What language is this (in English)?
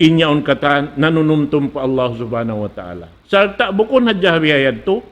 Tausug